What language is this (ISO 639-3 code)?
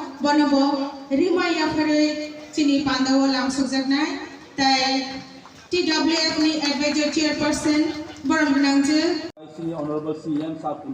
trp